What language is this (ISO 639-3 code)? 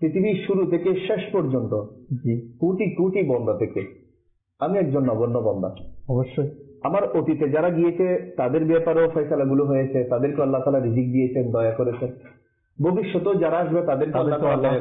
ben